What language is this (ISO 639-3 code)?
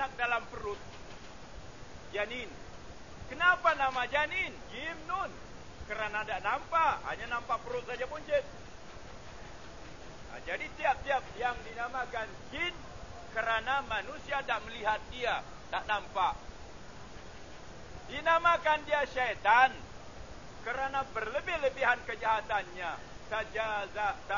msa